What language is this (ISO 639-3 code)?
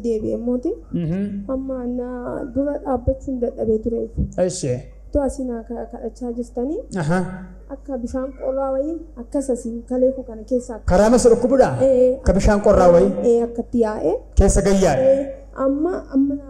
orm